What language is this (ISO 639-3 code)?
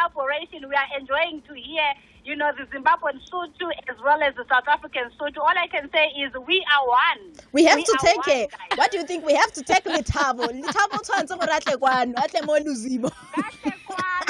sot